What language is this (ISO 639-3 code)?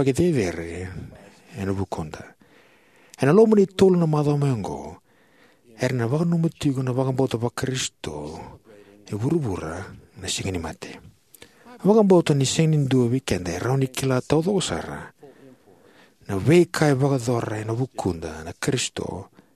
fij